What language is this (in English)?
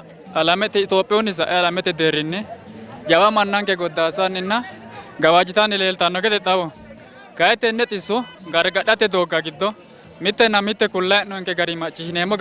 Sidamo